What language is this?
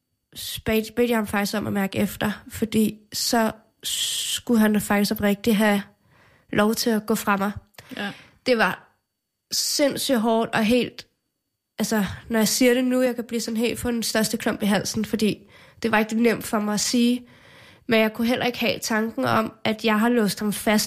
Danish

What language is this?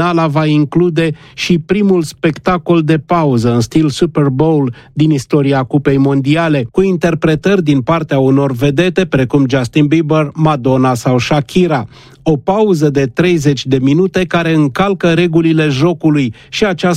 Romanian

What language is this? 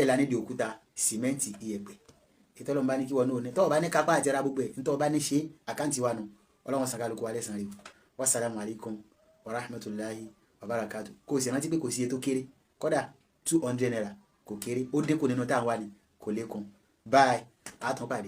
Yoruba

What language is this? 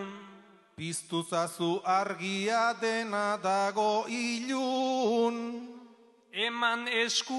Basque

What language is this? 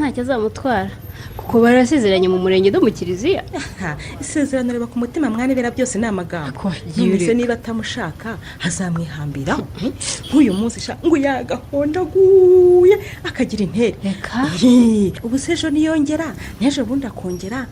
Kinyarwanda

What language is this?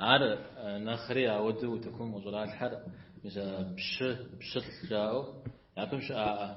Kabardian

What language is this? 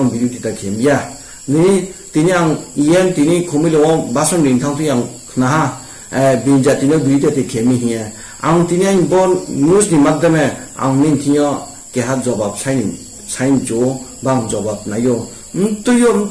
Riang (India)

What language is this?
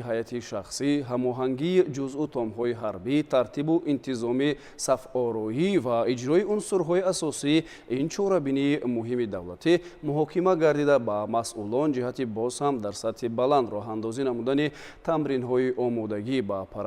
Tajik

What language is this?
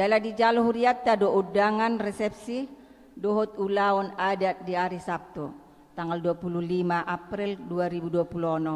Batak Toba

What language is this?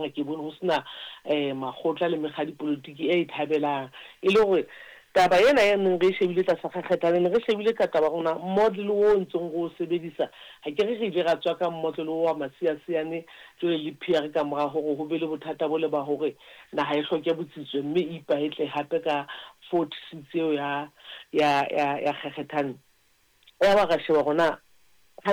Southern Sotho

